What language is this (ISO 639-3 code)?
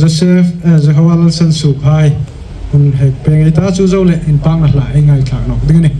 hmr